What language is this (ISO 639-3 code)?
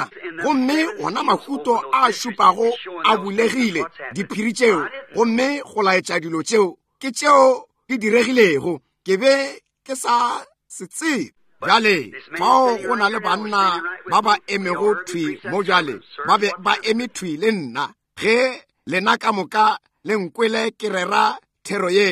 nso